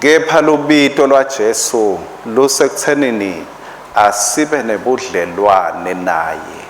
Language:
Swati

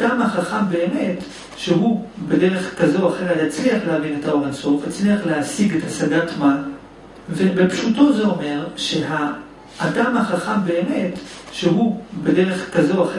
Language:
Hebrew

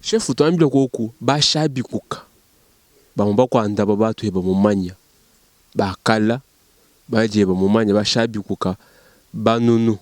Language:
Luba-Lulua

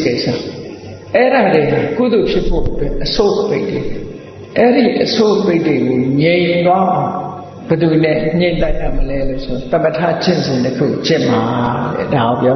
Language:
Burmese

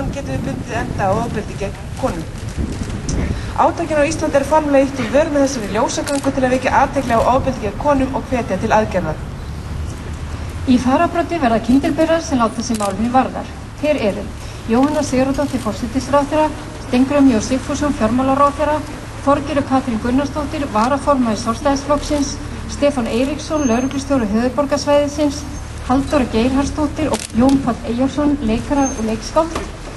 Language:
Icelandic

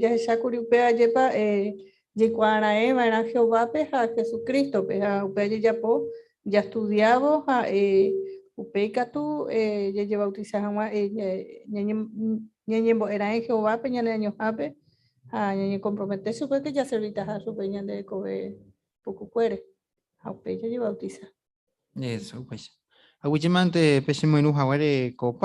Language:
Guarani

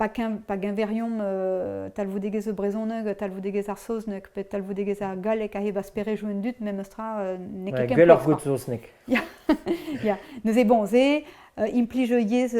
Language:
Breton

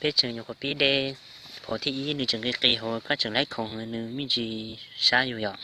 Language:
Hmong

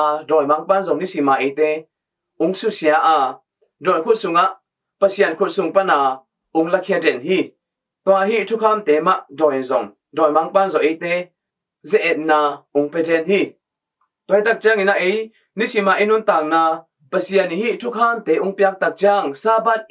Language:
Tedim Chin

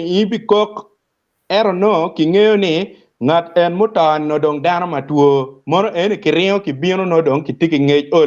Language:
Acoli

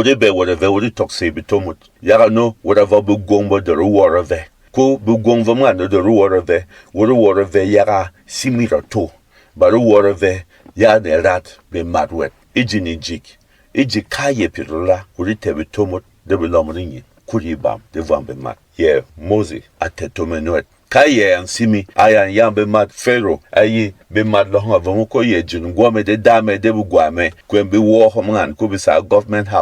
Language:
Berom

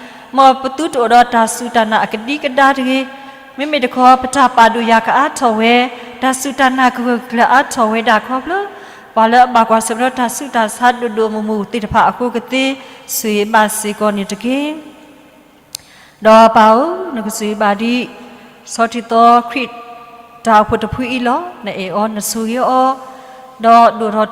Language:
S'gaw Karen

